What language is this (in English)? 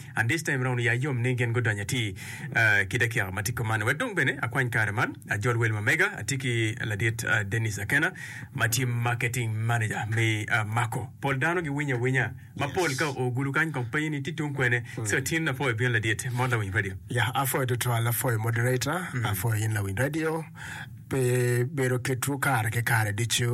Acoli